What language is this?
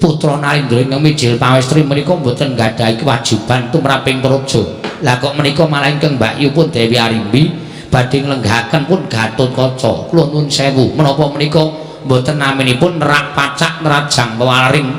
Javanese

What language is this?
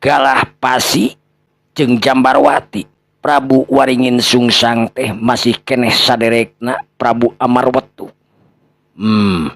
Sundanese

